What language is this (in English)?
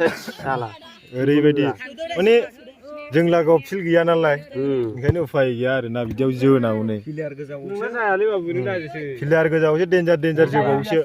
Bodo